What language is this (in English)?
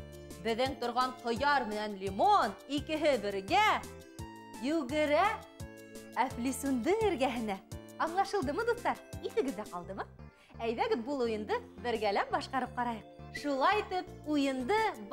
Bashkir